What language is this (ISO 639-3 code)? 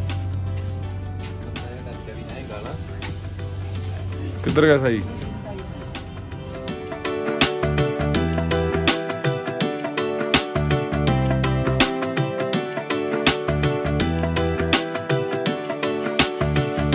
pan